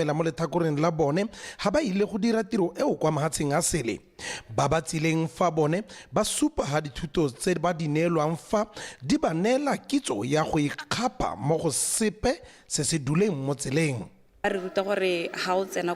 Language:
Tswana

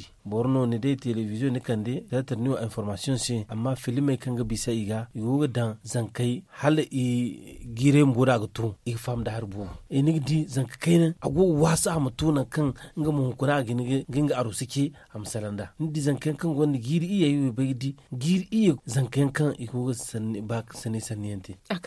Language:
Zarma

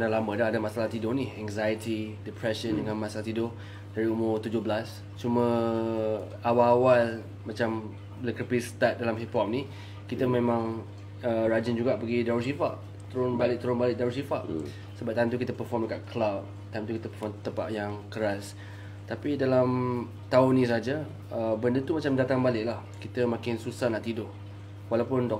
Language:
Malay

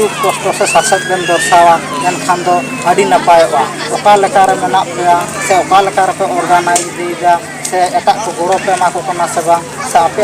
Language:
Santali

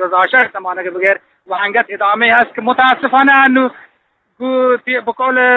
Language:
Eastern Balochi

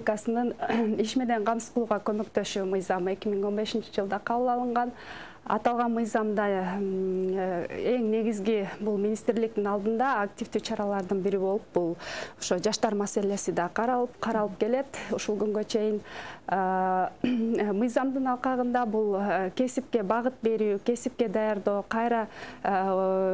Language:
Kyrgyz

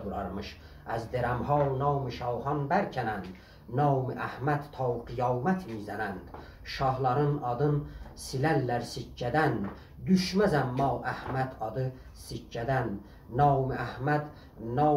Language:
South Azerbaijani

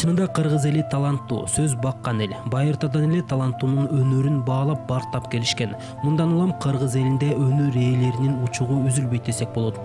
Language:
Kyrgyz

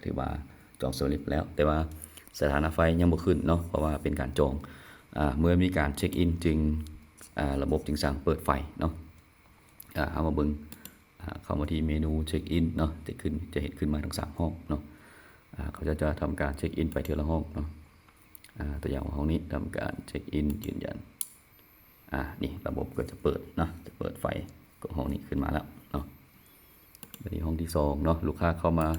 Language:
Lao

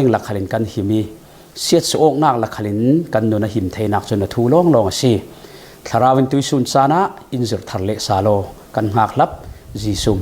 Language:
Falam Chin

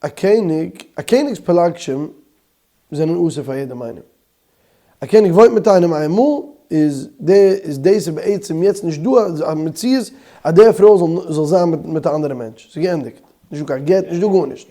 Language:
Yiddish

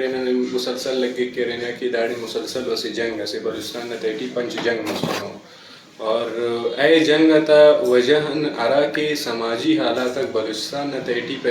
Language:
Brahui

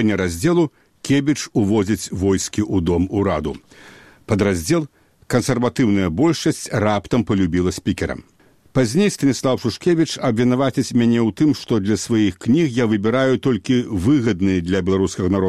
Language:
Belarusian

